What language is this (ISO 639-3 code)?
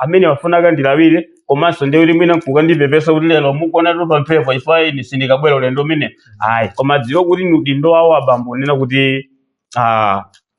nya